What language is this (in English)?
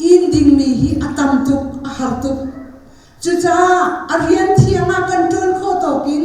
Hakha Chin